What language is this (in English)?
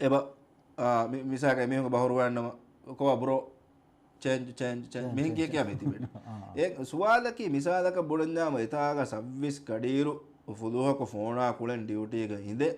Divehi